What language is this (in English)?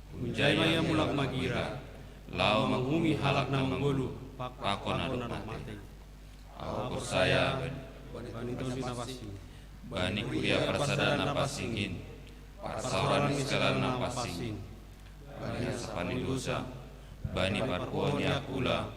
Batak Simalungun